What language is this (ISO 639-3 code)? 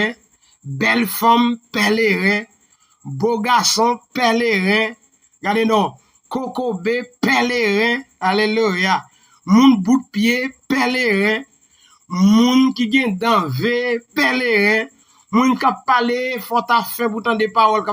hat